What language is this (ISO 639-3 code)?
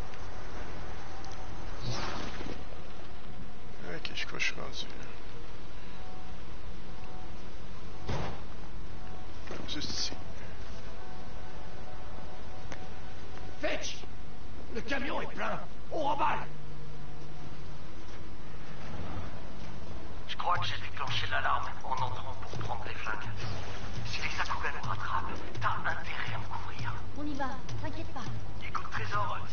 fra